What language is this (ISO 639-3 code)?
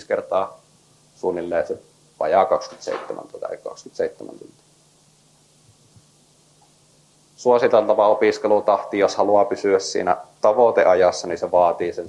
fin